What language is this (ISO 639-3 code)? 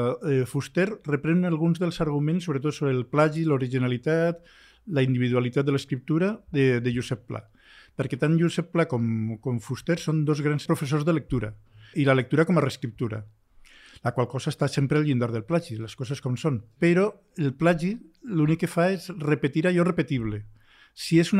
cat